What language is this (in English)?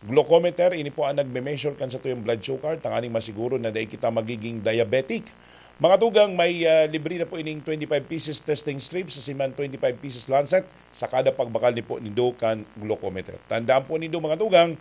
Bikol